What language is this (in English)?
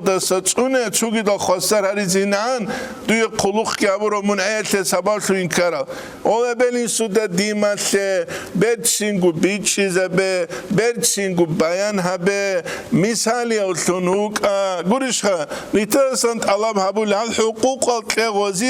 Avaric